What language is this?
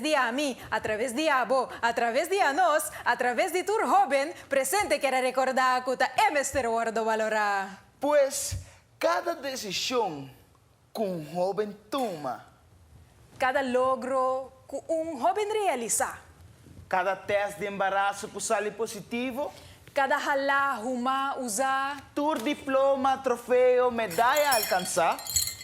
Papiamento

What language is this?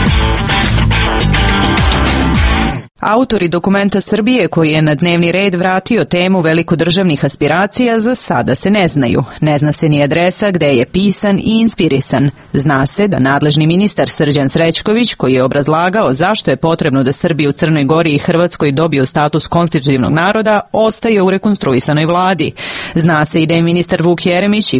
Serbian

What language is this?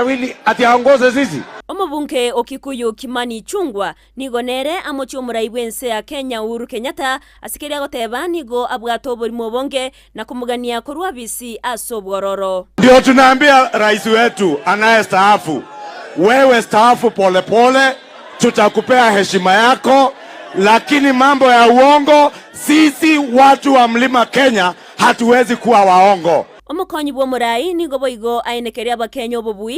Gusii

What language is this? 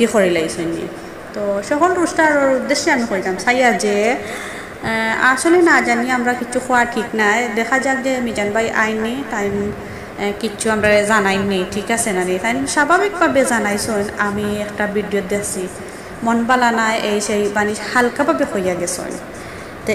Sylheti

